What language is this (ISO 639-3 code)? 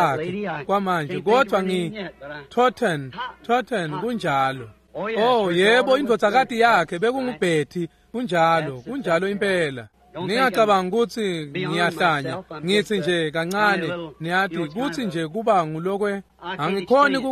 ssw